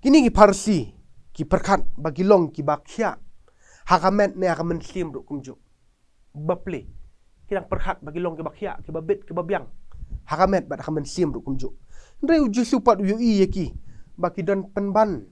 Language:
Khasi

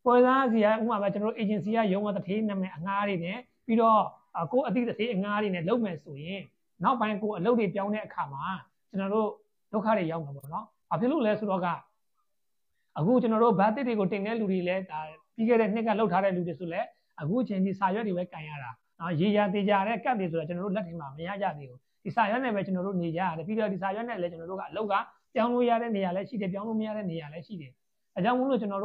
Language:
Burmese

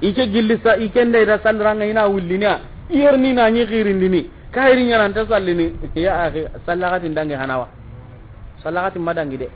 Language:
Soninke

